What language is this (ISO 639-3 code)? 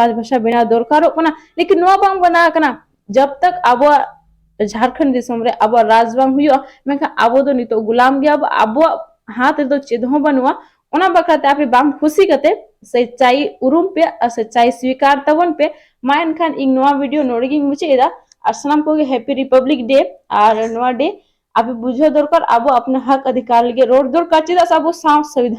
sat